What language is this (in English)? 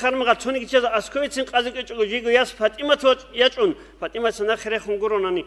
Avaric